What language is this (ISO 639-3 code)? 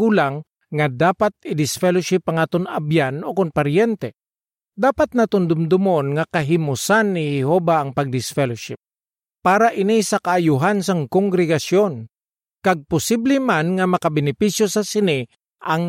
hil